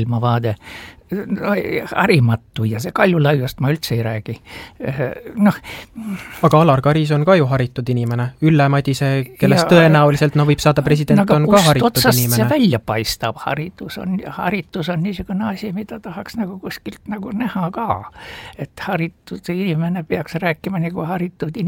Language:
Estonian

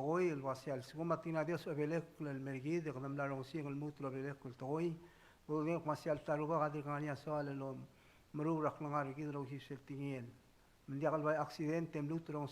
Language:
Palauan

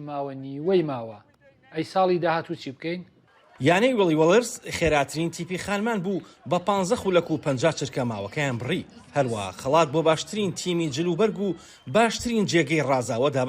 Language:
Central Kurdish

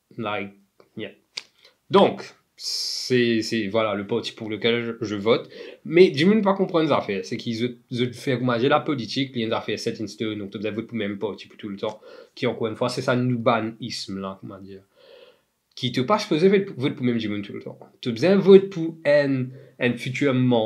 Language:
Morisyen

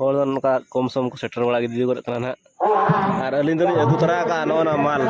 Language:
Santali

